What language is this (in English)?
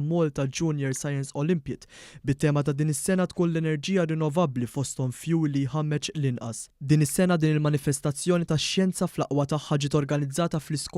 Maltese